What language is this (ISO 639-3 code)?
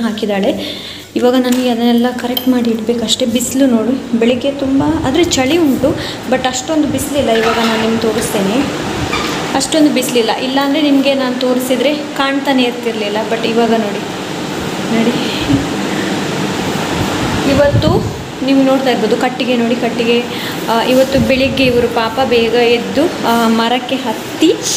kan